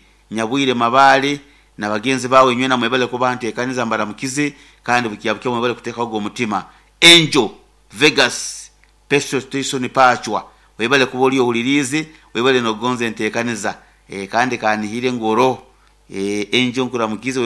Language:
Nyoro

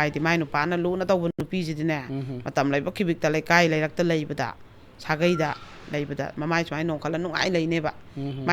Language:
Manipuri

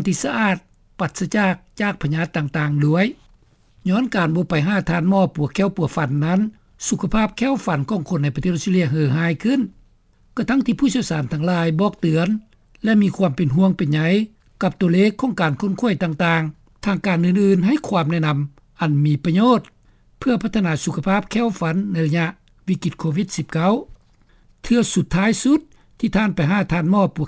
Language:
Lao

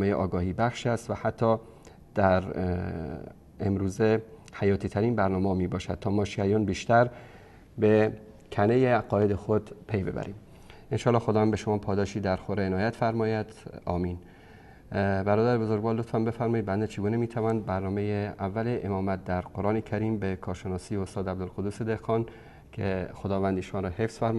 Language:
Persian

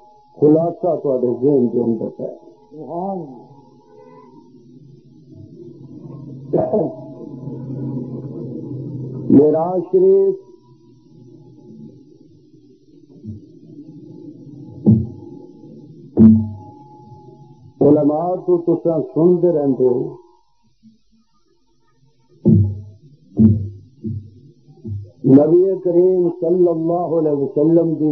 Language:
Western Panjabi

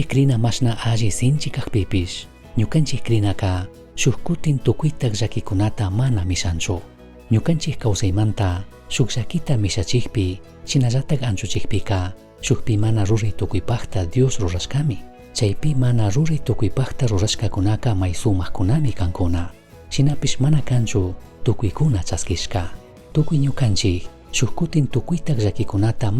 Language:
Chimborazo Highland Quichua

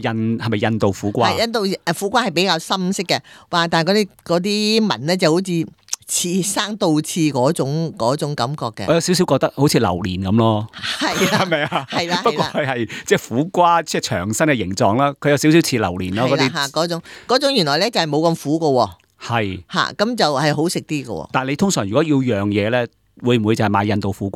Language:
Cantonese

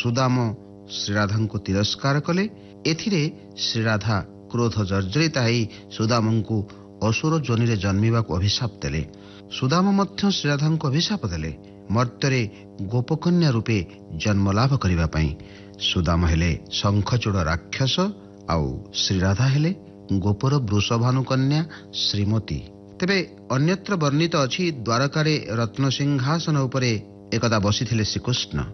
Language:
Odia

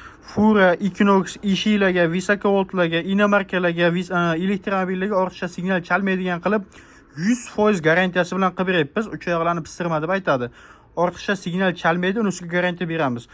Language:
Uzbek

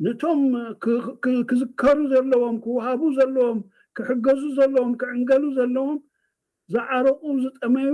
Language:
Tigrinya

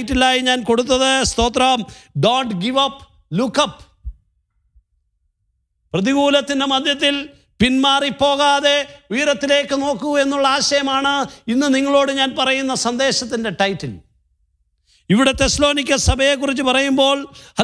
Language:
Malayalam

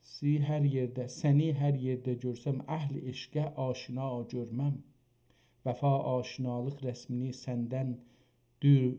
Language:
South Azerbaijani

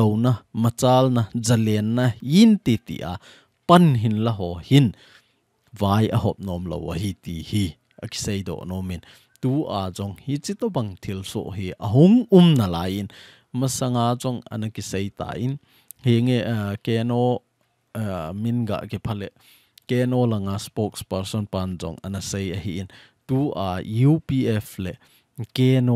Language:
Thado Chin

